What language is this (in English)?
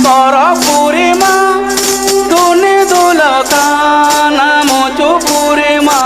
Santali